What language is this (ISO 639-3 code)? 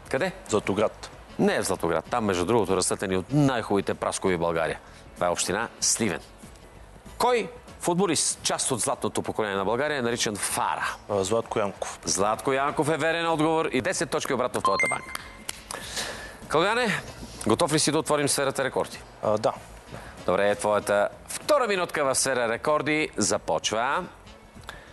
bul